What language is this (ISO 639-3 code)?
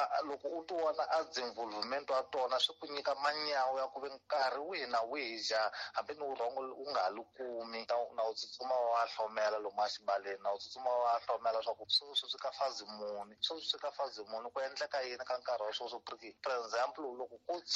tso